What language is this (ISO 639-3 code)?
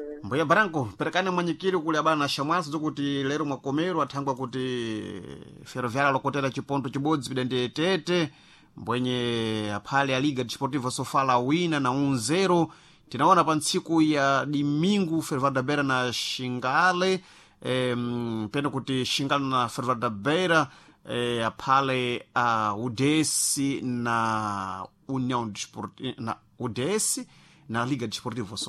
seh